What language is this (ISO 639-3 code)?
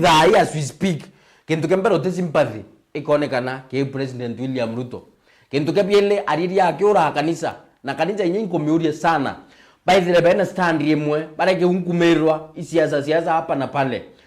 mer